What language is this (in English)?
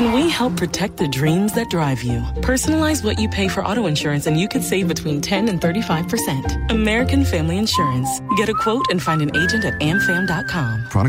English